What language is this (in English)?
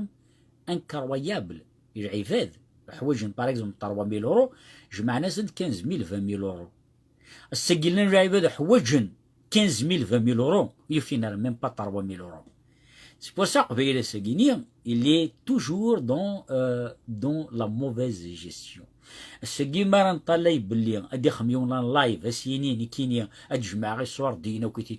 Kabyle